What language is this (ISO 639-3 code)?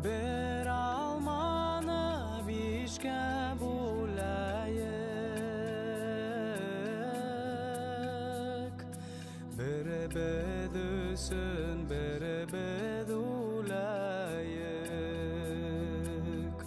bak